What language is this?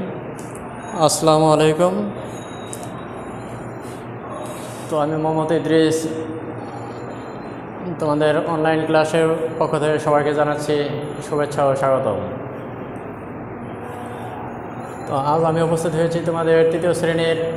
Bangla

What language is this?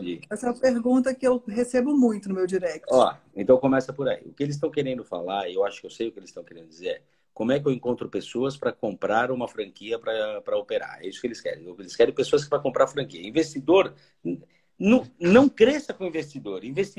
Portuguese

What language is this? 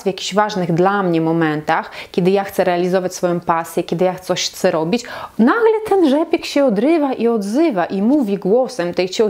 Polish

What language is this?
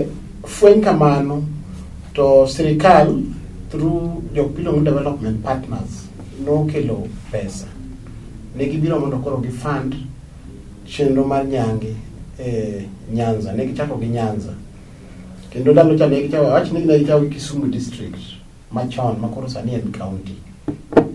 Luo (Kenya and Tanzania)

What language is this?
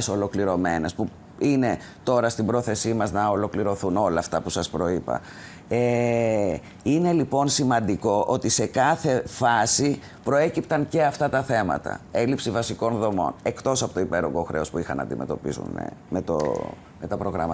Greek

